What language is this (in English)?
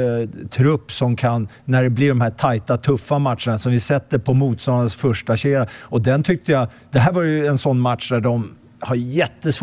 Swedish